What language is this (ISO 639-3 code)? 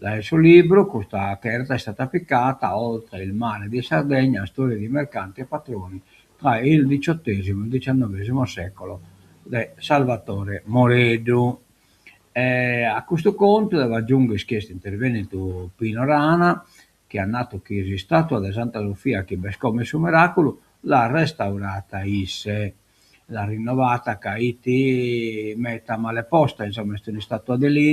srd